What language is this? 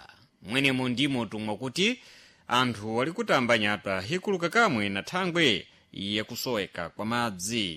Sena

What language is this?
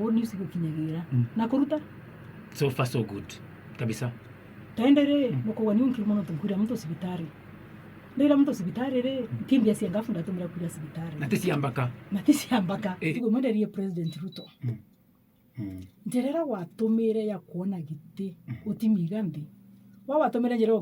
Meru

